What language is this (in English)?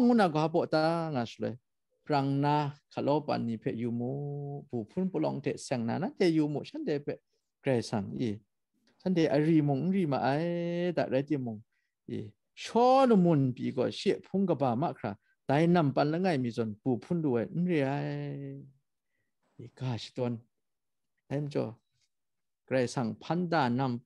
Kachin